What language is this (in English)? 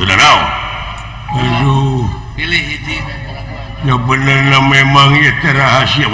Sundanese